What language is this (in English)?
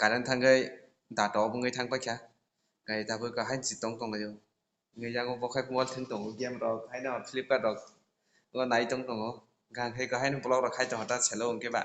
Kok Borok